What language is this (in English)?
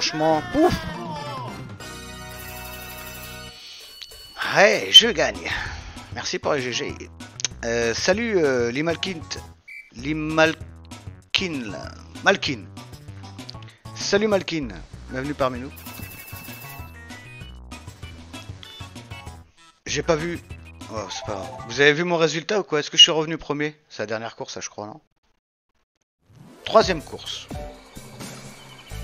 French